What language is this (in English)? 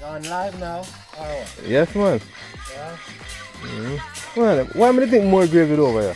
Jamaican Creole English